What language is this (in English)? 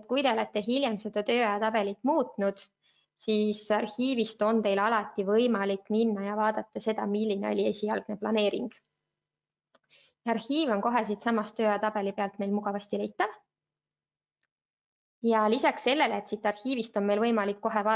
Estonian